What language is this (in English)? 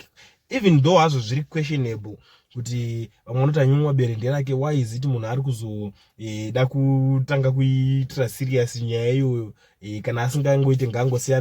Shona